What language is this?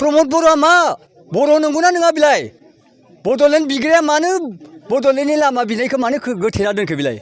Bodo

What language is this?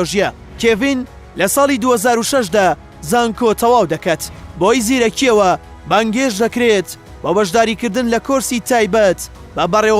Central Kurdish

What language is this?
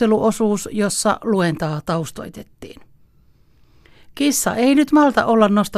Finnish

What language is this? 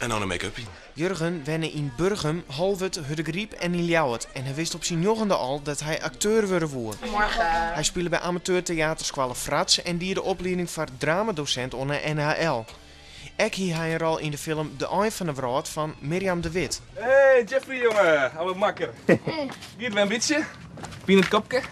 Western Frisian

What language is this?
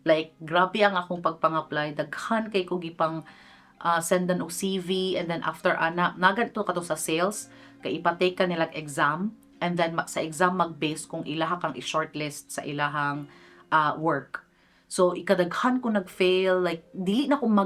Cebuano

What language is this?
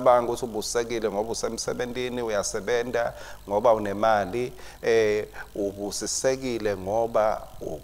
Swati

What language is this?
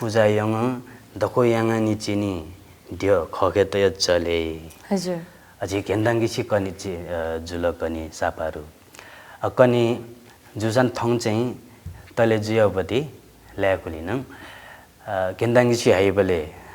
Newari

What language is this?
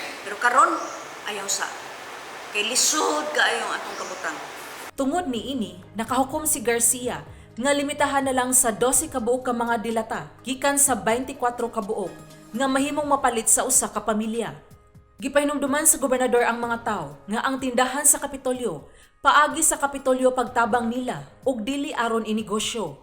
Cebuano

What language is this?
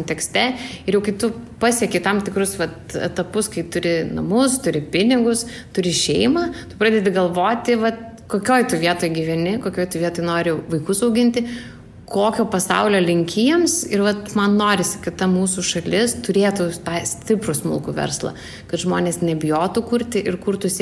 Lithuanian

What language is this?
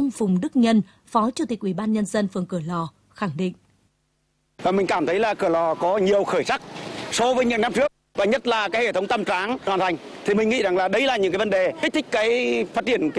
Vietnamese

